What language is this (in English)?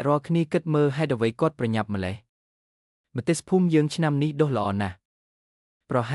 Khmer